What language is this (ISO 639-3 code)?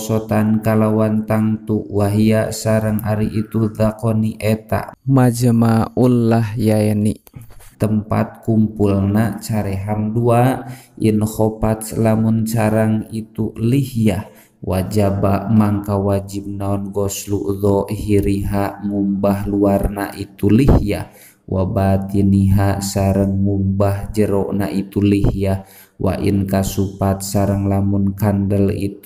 sun